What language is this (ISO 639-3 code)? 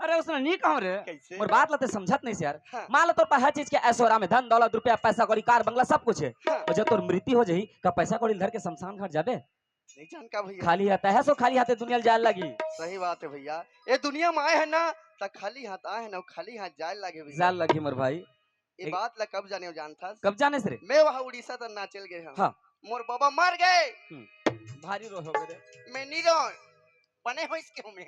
hne